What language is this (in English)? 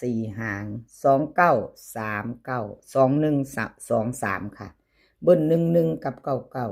Northeastern Thai